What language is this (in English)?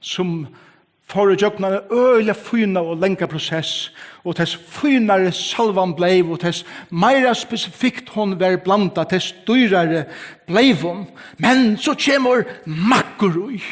Faroese